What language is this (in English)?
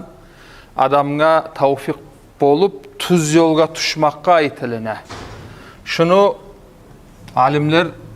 Kumyk